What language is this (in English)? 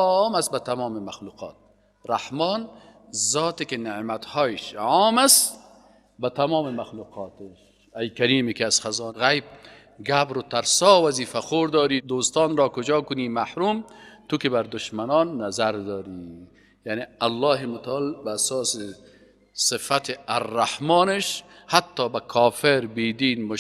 Persian